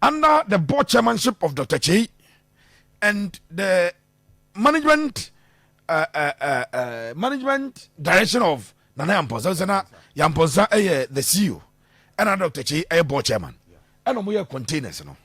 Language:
Akan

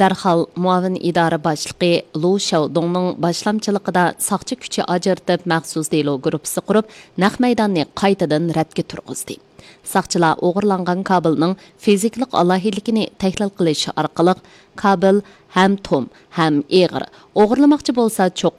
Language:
Uyghur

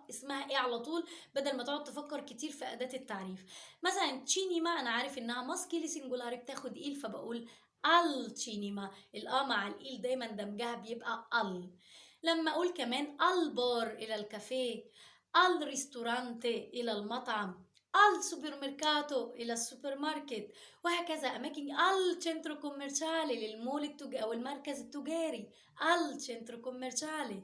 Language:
Egyptian Arabic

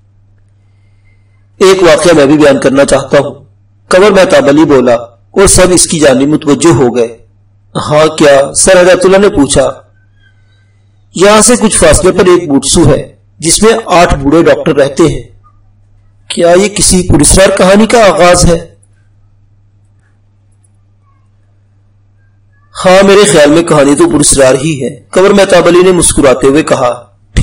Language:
Urdu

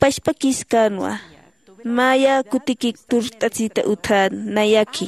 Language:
Aymara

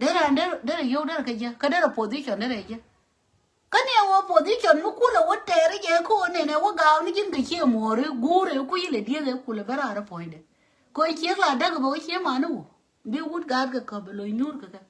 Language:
Nuer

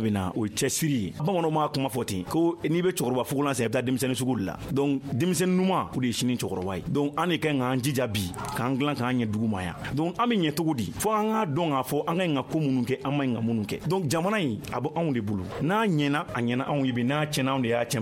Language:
Bambara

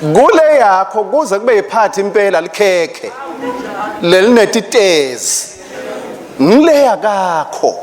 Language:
Swati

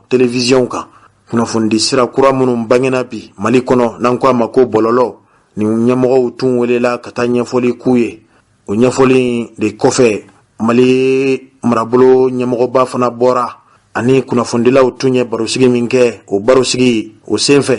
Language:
Bambara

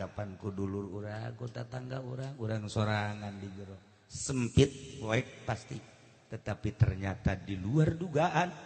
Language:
Sundanese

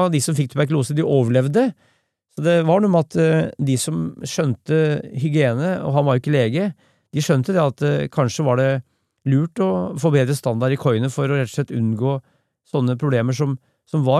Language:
Norwegian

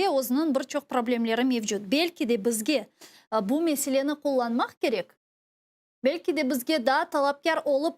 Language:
Crimean Tatar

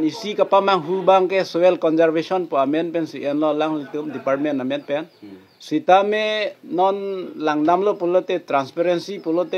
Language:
Karbi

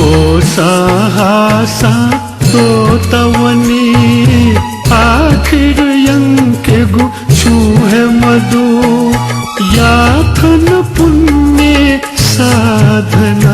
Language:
Newari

